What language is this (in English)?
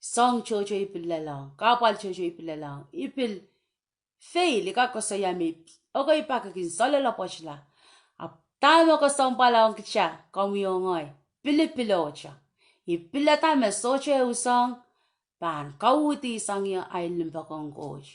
Pohnpeian